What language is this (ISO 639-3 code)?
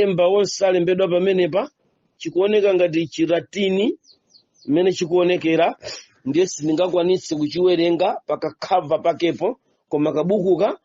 nya